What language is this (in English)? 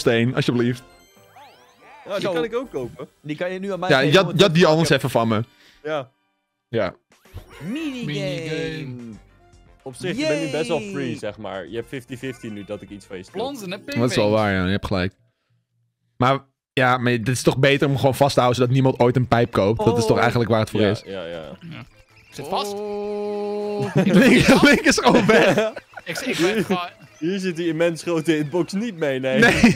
Dutch